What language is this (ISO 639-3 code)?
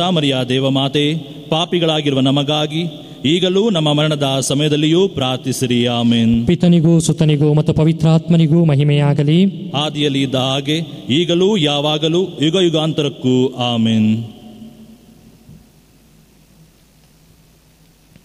kan